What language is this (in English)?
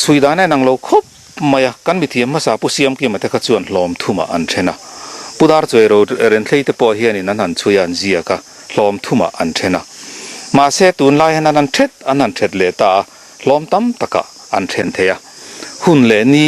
Mizo